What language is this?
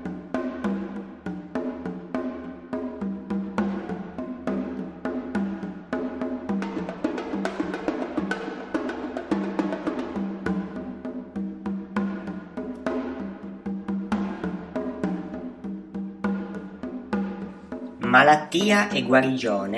Italian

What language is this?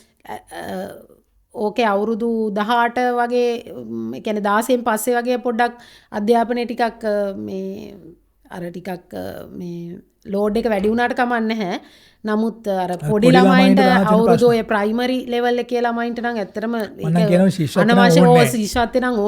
Sinhala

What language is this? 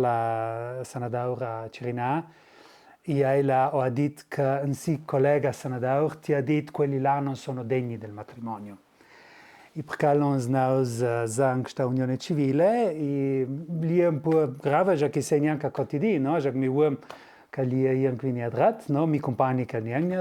Ladin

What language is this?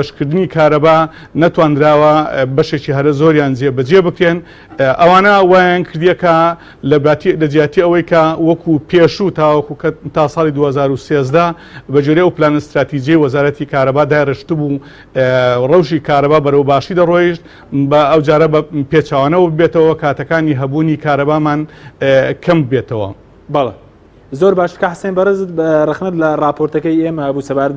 Central Kurdish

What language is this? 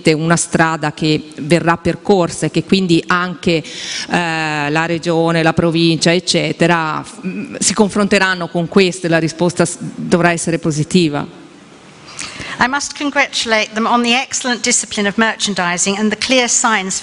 Italian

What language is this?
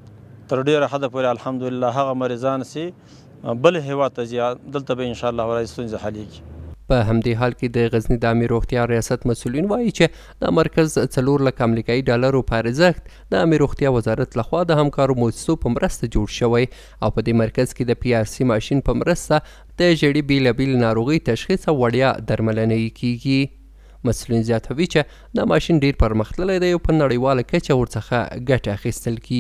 Pashto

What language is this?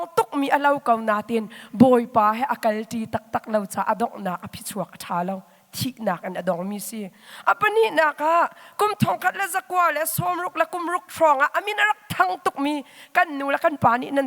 Hakha Chin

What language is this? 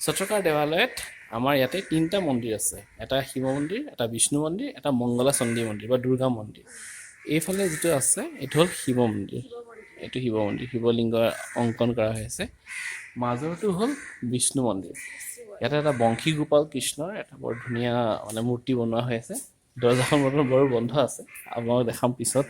Assamese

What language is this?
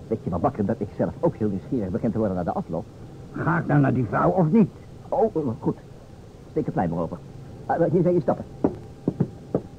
Dutch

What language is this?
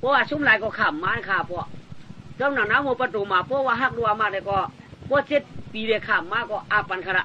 Shan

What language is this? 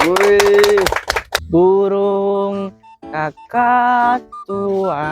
Betawi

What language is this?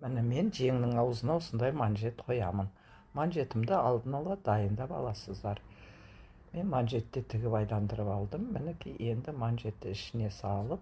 Kazakh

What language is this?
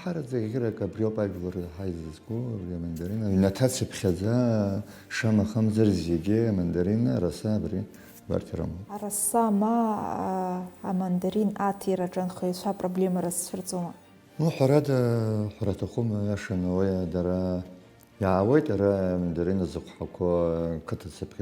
Abkhazian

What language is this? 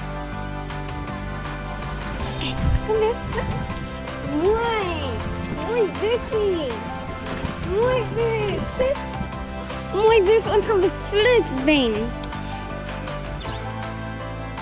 Afrikaans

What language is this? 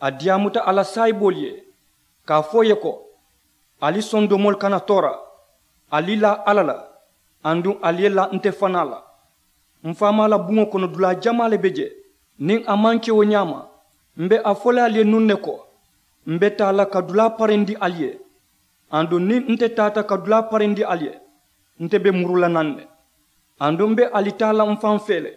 Mandingo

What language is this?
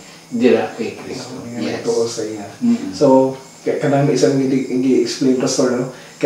Hiligaynon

